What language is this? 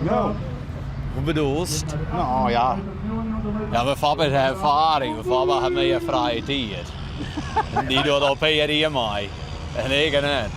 Western Frisian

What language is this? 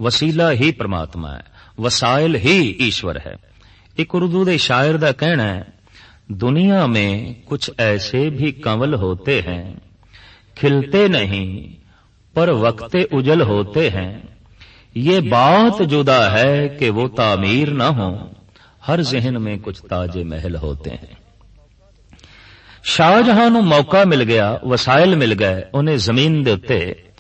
Punjabi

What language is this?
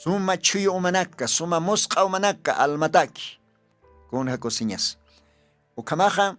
Aymara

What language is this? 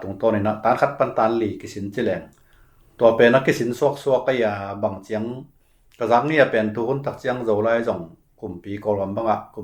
Tedim Chin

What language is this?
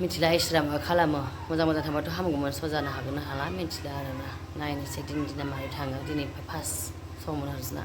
Bodo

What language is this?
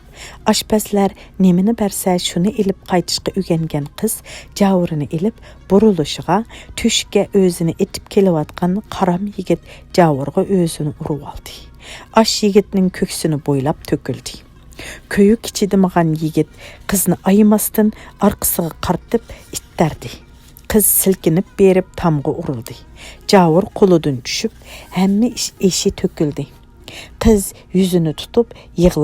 Uyghur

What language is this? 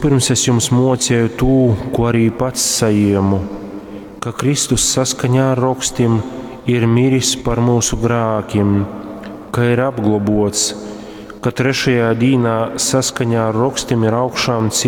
Latgalian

